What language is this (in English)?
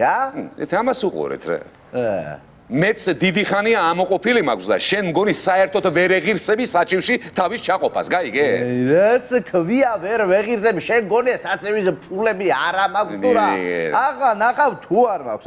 Georgian